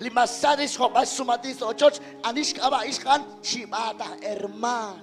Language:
Kekchí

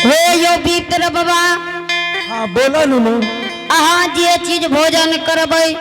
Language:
Angika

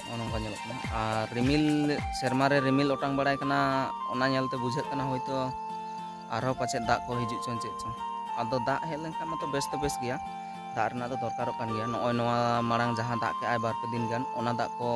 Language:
Santali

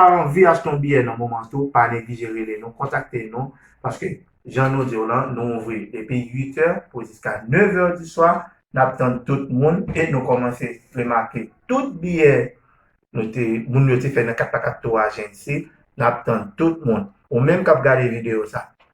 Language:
Haitian Creole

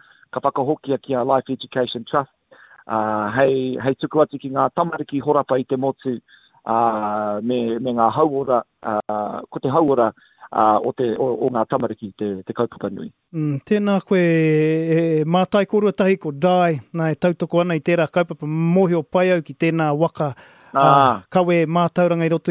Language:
Māori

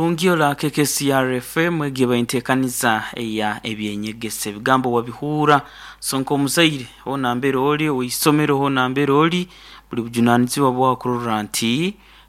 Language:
Nyoro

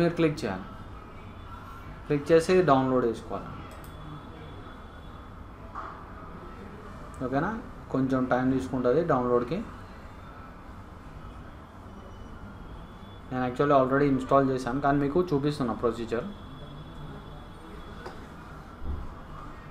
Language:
Telugu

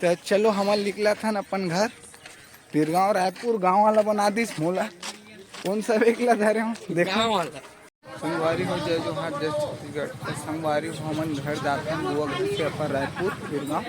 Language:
Chhattisgarhi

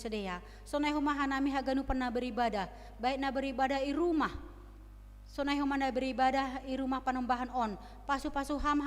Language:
Batak Simalungun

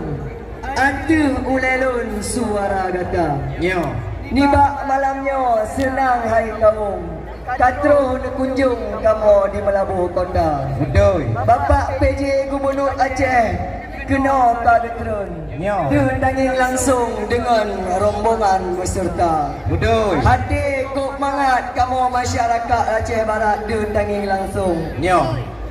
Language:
Achinese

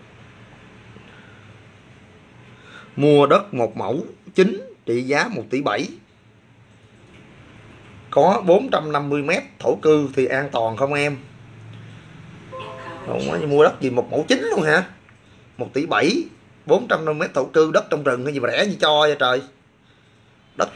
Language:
Vietnamese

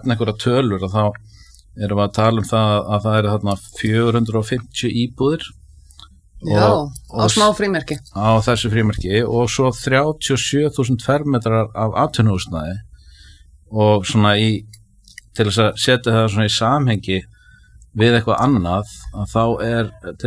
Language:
Icelandic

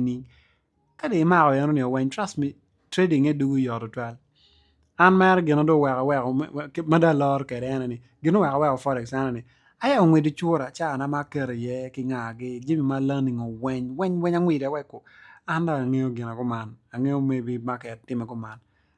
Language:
Acoli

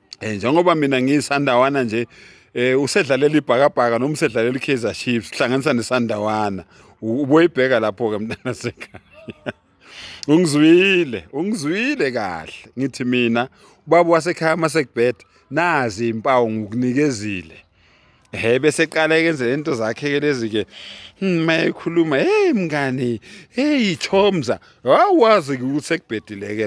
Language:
Zulu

